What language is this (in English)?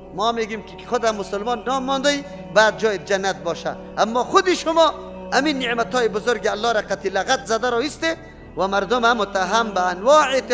Persian